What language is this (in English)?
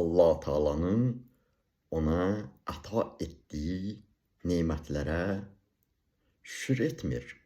Azerbaijani